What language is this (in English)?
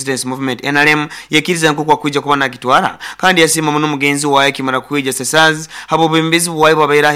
Nyoro